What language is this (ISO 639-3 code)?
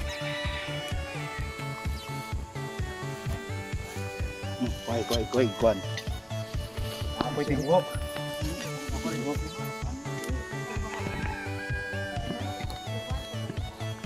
ceb